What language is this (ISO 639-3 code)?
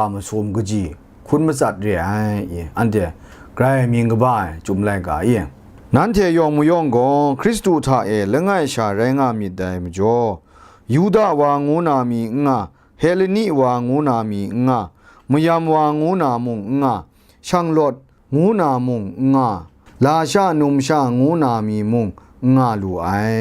kac